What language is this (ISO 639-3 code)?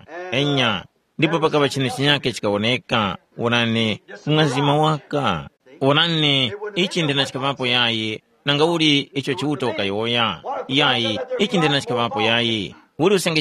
tum